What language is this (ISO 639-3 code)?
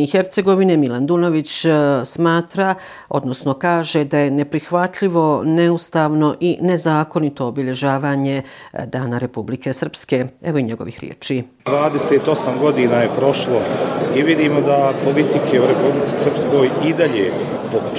bos